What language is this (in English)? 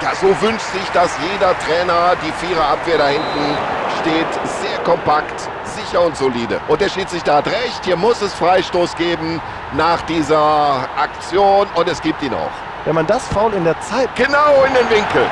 Bavarian